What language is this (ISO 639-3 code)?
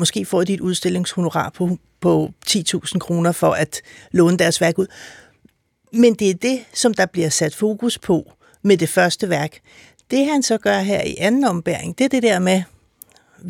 dan